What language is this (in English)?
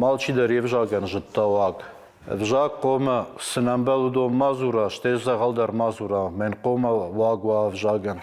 Ossetic